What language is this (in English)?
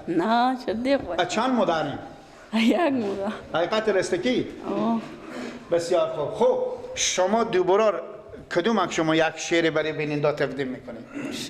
Persian